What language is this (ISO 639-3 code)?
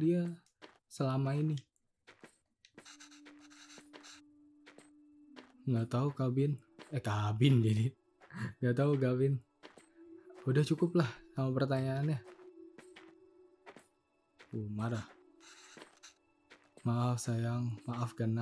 ind